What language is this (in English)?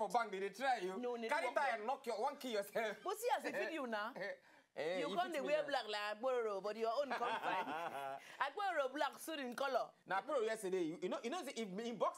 Nigerian Pidgin